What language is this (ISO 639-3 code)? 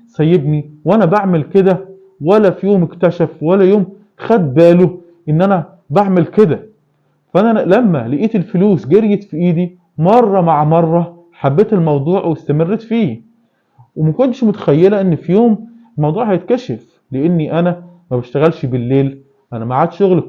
arz